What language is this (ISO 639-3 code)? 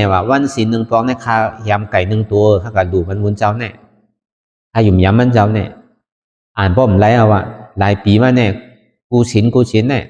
shn